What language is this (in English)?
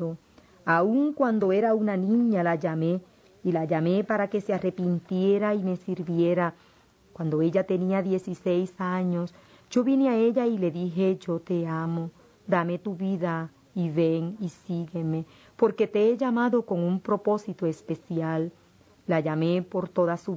Spanish